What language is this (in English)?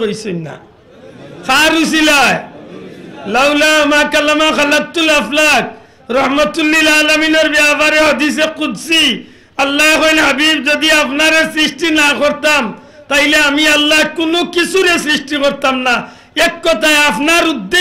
Sylheti